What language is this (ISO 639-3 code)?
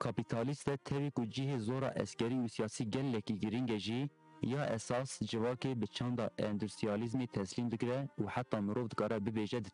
kur